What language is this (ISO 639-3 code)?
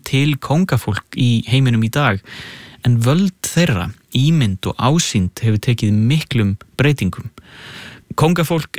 isl